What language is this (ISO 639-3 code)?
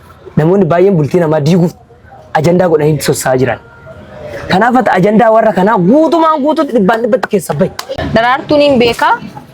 orm